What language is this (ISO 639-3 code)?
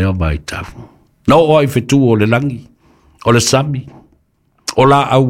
smo